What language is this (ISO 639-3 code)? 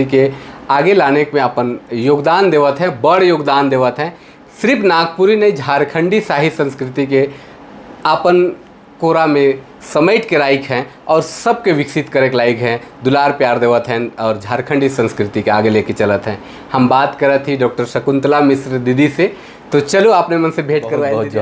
sck